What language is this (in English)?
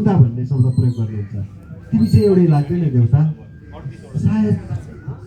Nepali